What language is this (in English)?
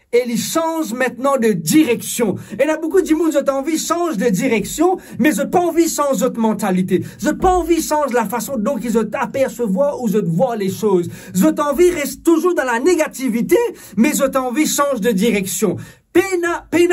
Morisyen